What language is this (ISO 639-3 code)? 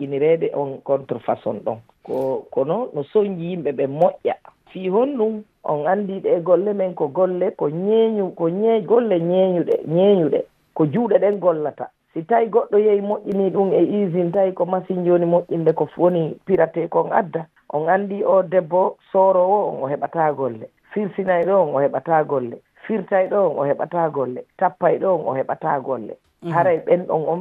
ful